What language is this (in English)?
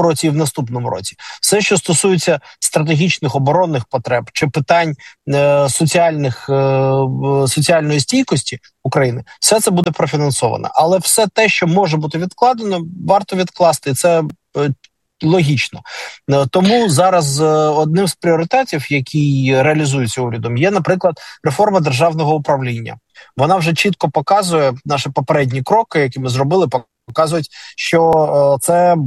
Ukrainian